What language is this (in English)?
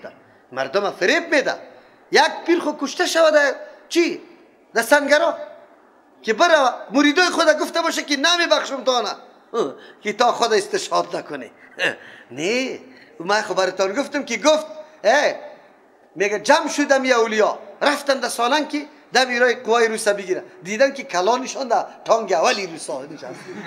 Persian